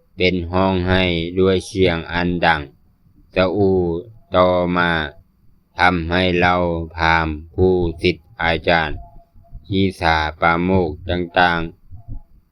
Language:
Lao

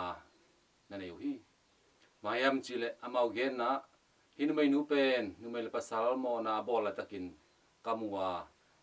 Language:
Tedim Chin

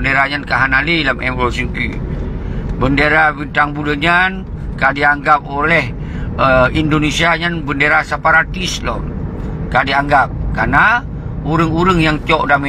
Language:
Achinese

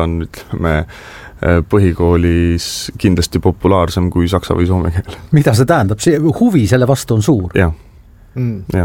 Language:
Estonian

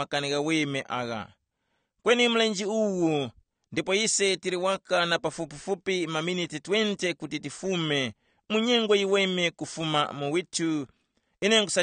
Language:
Tumbuka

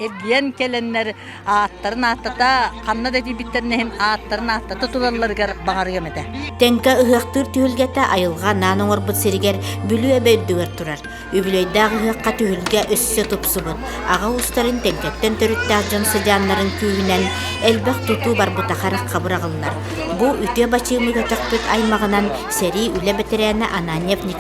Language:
Yakut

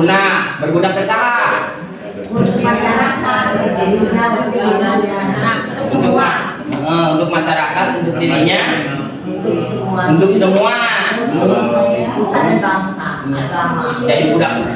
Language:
Sundanese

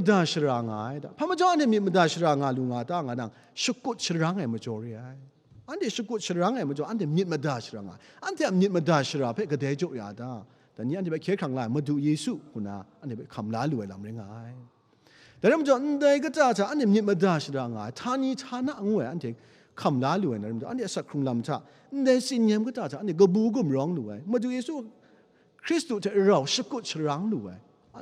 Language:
Kachin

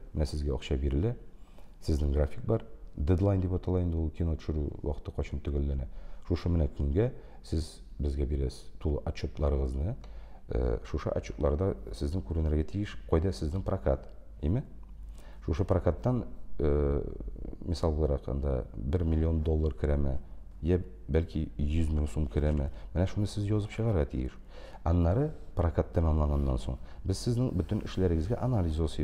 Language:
Tatar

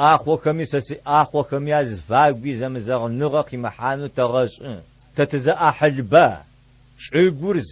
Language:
Adyghe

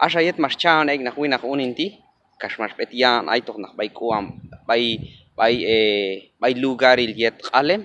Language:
Q'anjob'al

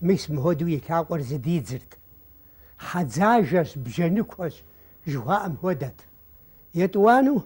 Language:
Kabardian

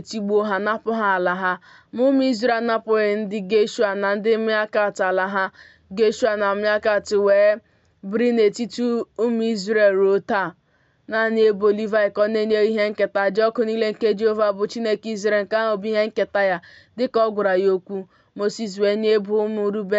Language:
Igbo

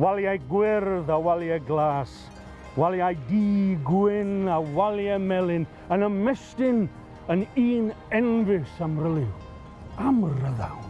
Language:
Welsh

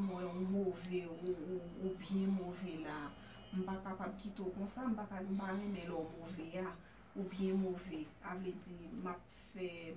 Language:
Haitian Creole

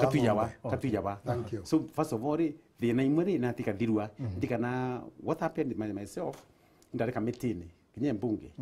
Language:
Meru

